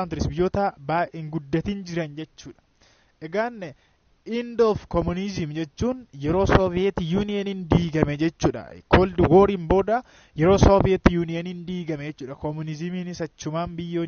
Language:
Oromo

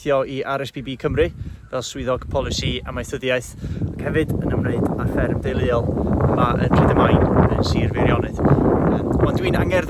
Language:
Welsh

